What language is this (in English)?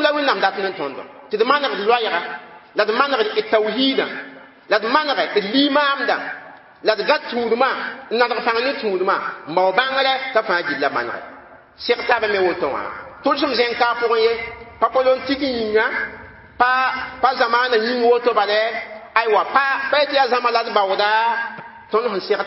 Mossi